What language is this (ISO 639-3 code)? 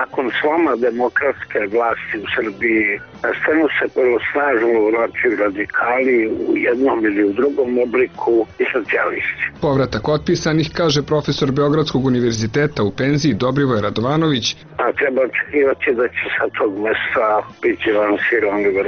srp